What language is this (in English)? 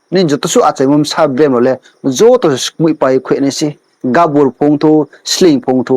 Riang (India)